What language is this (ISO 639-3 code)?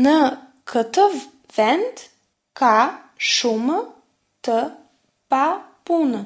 sqi